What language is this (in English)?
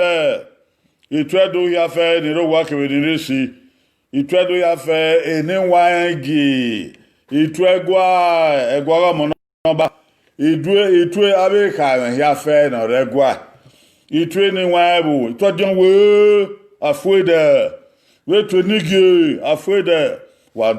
Bini